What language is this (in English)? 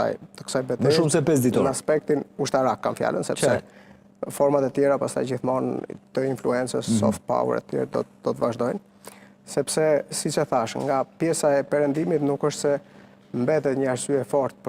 Albanian